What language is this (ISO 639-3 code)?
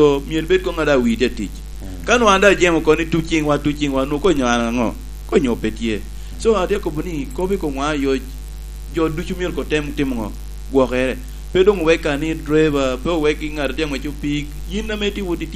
laj